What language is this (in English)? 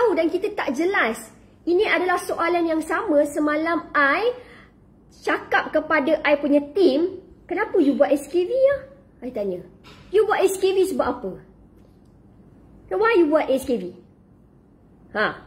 Malay